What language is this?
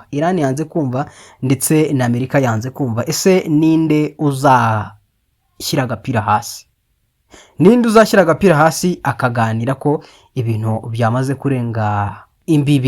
Kinyarwanda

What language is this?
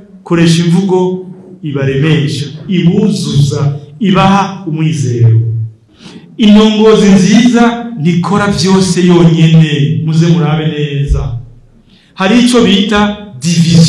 Rundi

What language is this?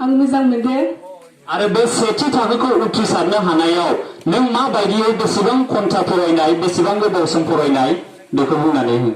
Bodo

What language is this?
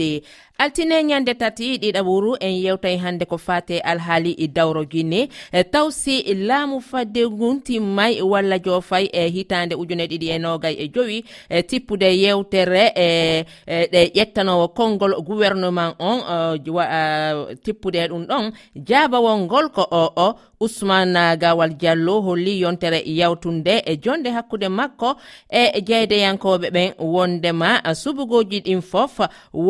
Nigerian Fulfulde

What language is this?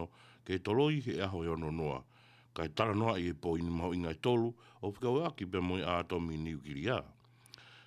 Tongan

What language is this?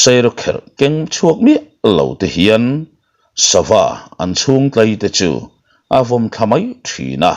Mizo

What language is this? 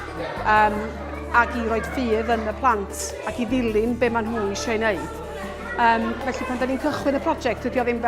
Welsh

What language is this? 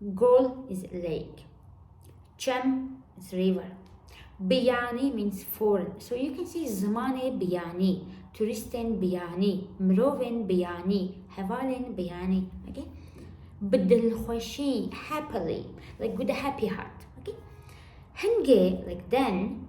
Kurdish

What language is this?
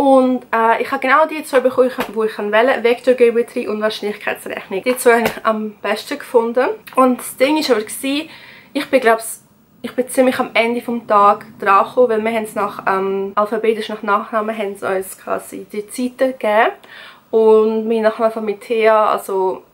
Swiss German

